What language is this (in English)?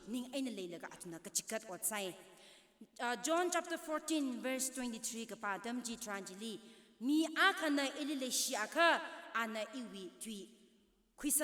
Tangkhul Naga (India)